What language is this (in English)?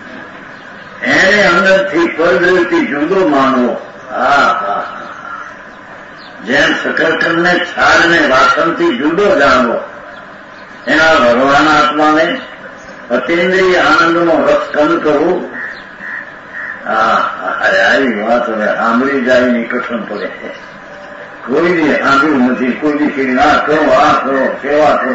Gujarati